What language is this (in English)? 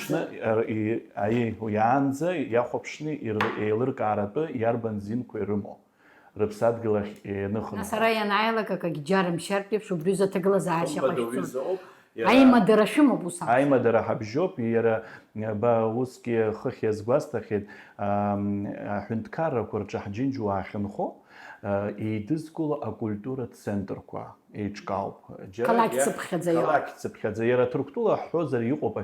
Abkhazian